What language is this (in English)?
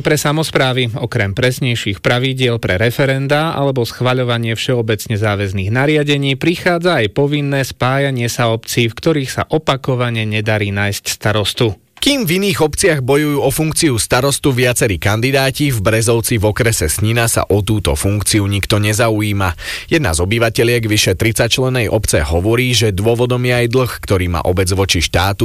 Slovak